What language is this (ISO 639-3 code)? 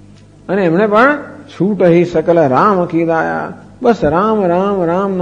guj